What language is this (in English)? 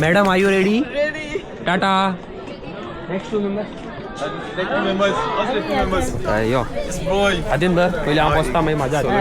Konkani